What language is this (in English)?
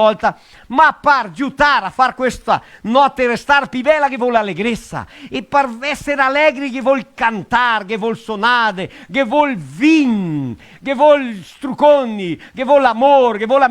Venetian